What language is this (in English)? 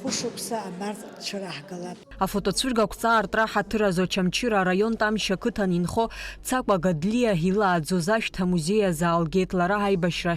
Abkhazian